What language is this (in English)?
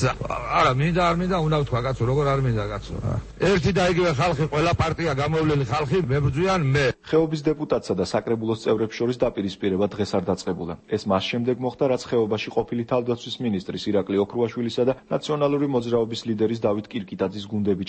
Georgian